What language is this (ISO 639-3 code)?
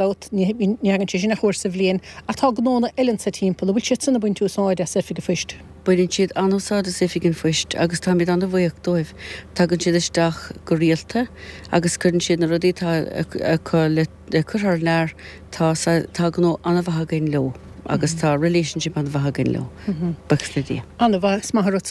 gle